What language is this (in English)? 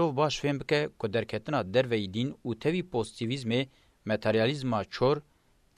Kurdish